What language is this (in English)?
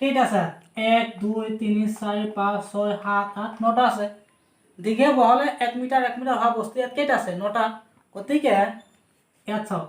Assamese